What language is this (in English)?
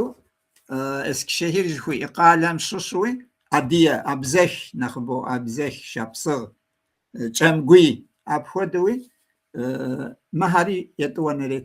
Kabardian